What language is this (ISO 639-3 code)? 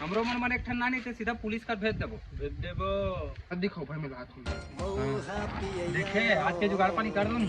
hne